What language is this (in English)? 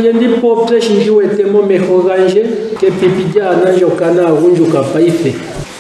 Ndonga